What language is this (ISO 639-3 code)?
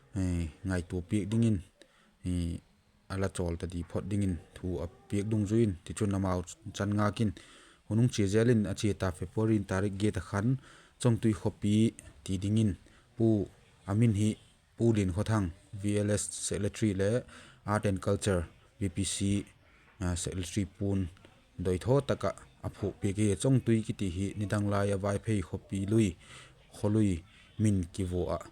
vap